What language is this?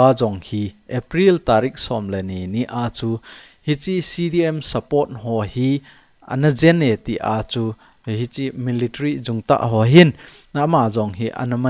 Thado Chin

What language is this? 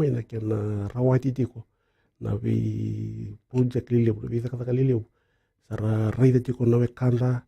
Fijian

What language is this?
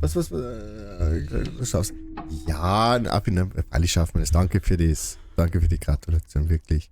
Bavarian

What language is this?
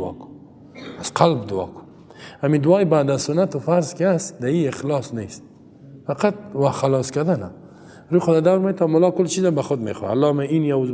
Persian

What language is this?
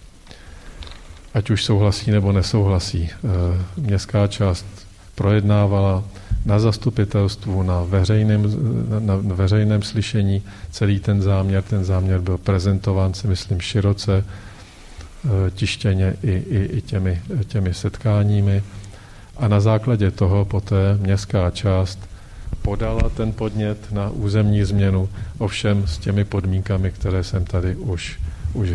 Czech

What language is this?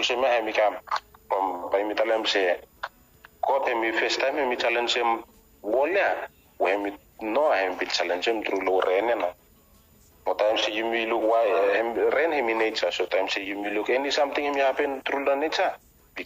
Bislama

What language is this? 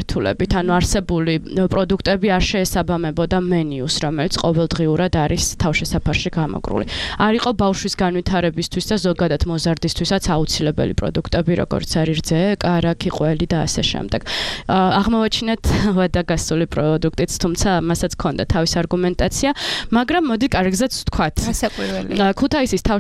Georgian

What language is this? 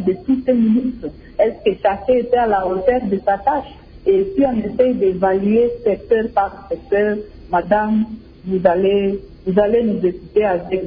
French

